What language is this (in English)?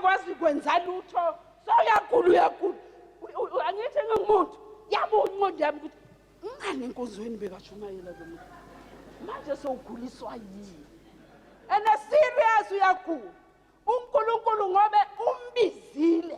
Zulu